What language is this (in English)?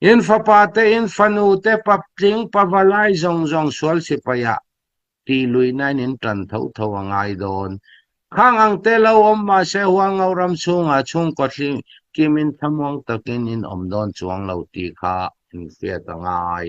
Hakha Chin